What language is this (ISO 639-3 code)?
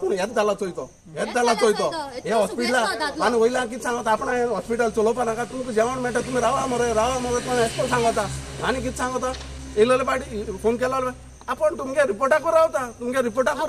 kok